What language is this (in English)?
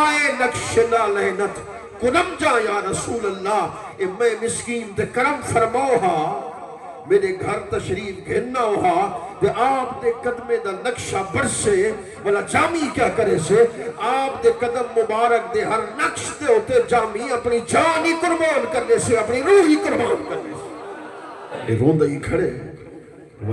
Saraiki